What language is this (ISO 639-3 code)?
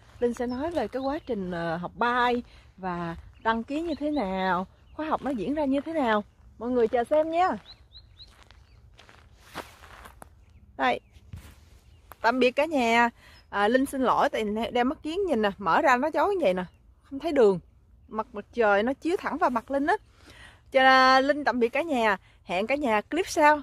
vie